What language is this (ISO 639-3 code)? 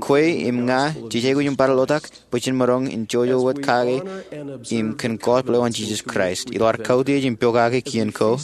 mah